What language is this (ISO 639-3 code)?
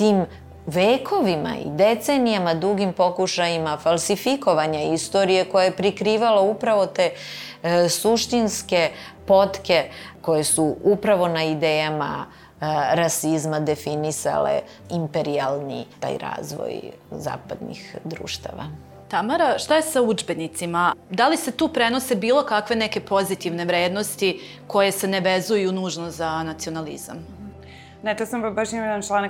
srp